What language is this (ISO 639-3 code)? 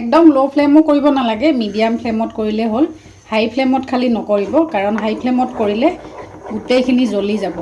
asm